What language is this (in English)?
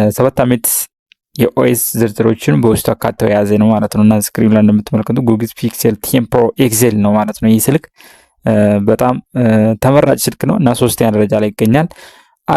Amharic